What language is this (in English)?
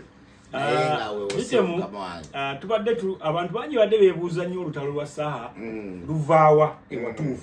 Ganda